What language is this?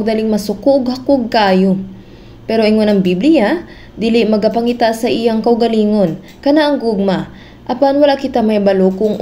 Cebuano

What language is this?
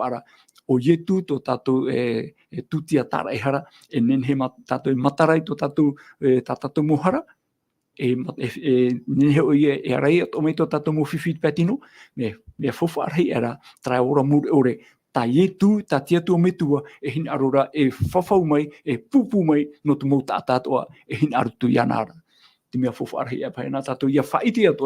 Tahitian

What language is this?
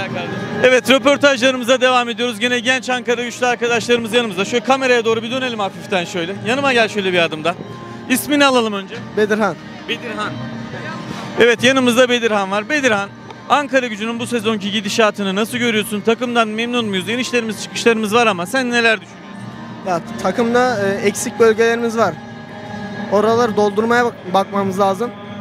Turkish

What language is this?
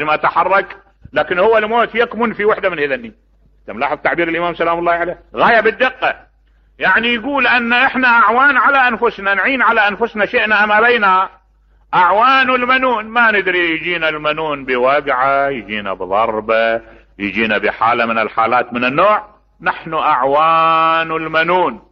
Mesopotamian Arabic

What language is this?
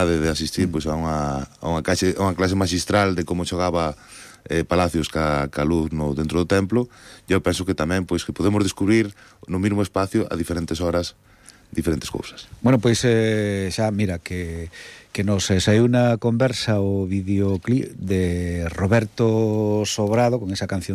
Galician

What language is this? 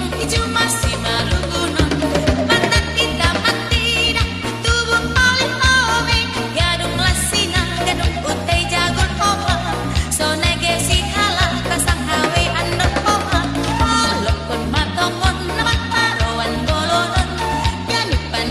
Batak Toba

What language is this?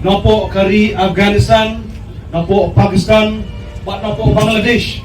Khasi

